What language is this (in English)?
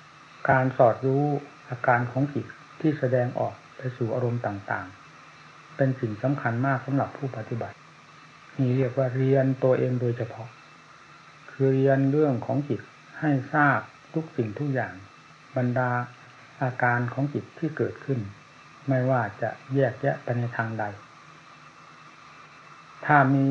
Thai